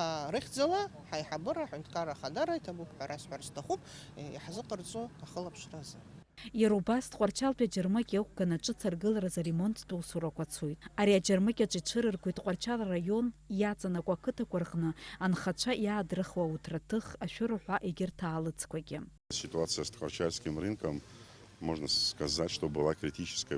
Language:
Abkhazian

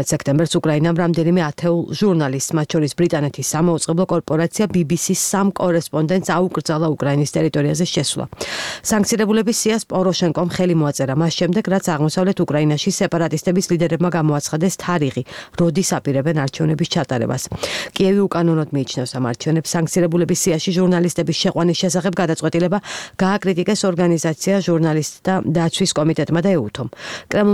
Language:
Georgian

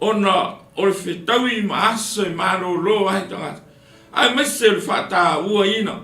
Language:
Samoan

